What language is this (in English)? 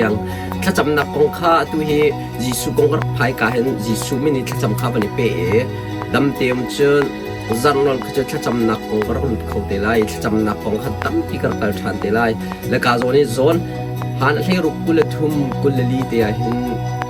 Hakha Chin